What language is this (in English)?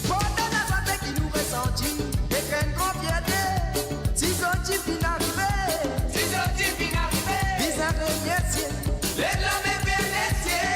Morisyen